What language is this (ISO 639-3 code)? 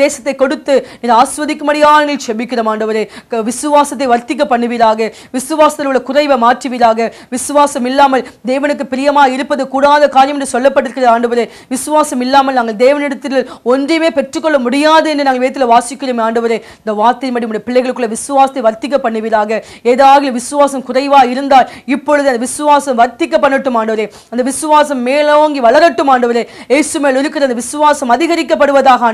tam